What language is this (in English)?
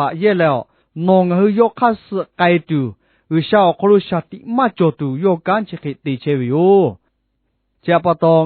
Lahu